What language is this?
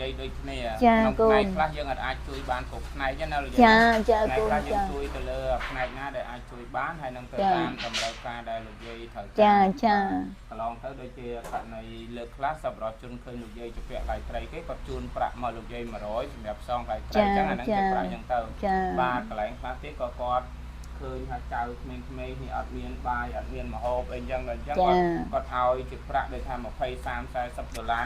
Khmer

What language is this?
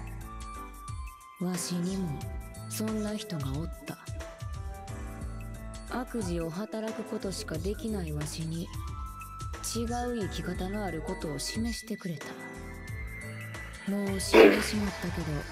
Japanese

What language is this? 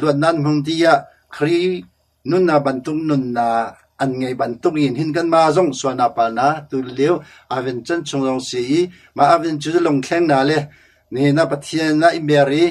Hakha Chin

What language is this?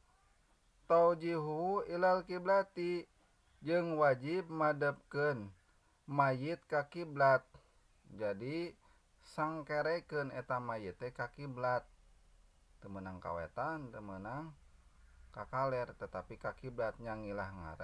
Sundanese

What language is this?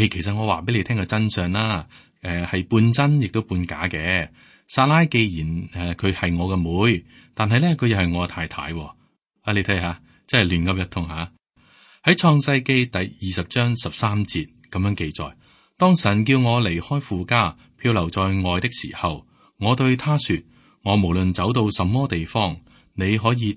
Cantonese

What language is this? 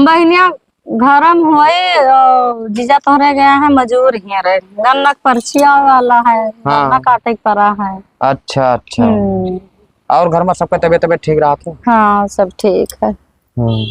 Awadhi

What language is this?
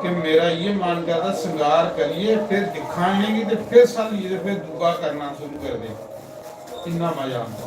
Dogri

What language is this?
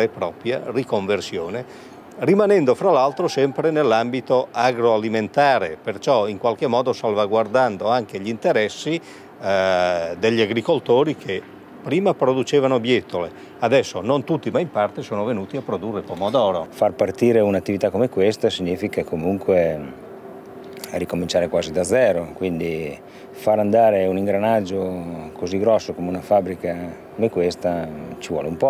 Italian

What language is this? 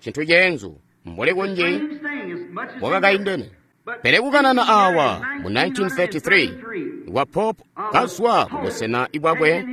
Tonga (Zambia)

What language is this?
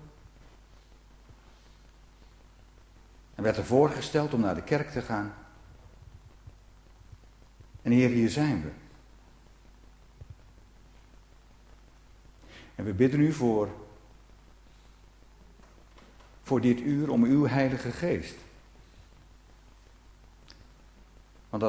Dutch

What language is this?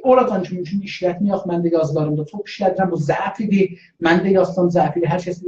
South Azerbaijani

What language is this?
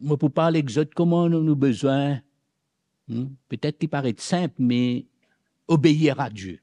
Morisyen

